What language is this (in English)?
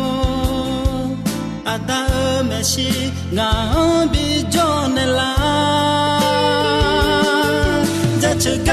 Akha